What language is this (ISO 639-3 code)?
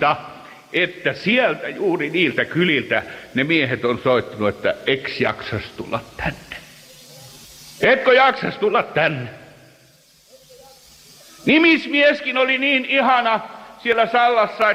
fin